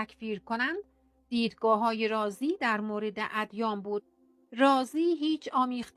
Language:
Persian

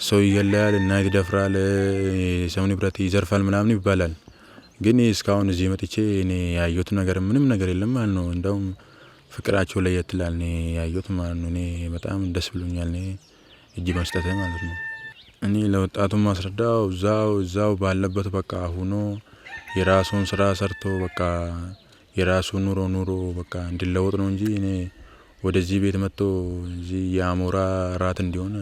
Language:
Amharic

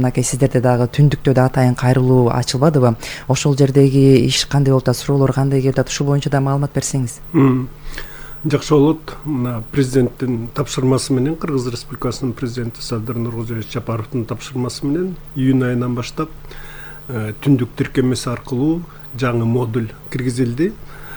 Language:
Kyrgyz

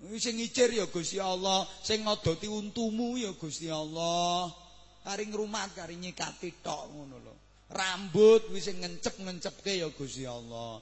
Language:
Javanese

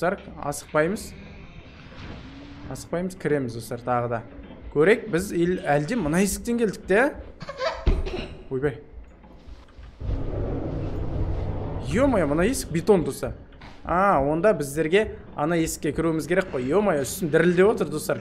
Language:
Kazakh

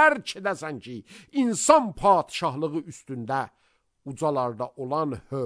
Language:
Azerbaijani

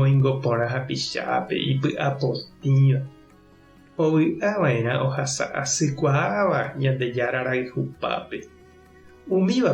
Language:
Guarani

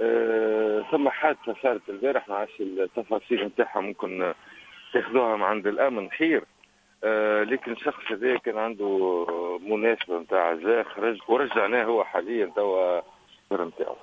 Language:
Tunisian Arabic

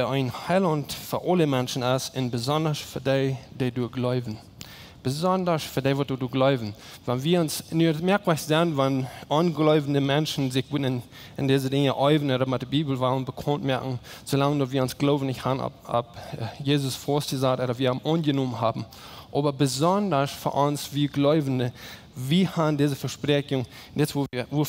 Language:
Plautdietsch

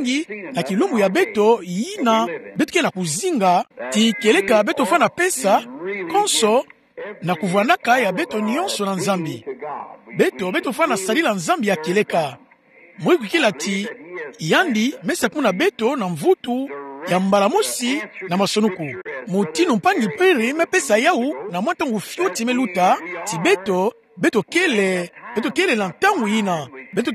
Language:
Kituba (Democratic Republic of Congo)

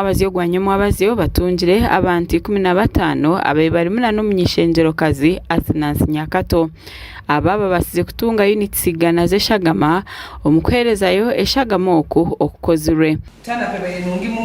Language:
Nyankole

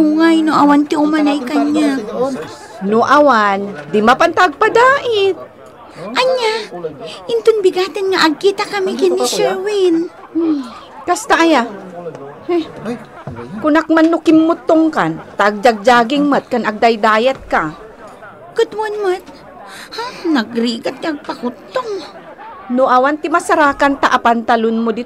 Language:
Iloko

